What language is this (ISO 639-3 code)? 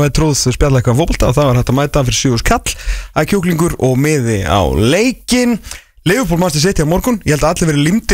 isl